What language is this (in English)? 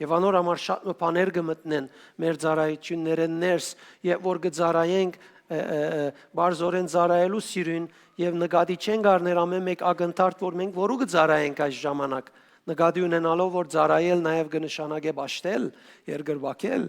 Western Armenian